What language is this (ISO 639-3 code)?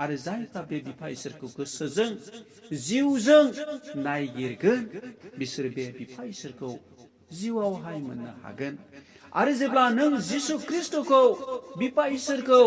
brx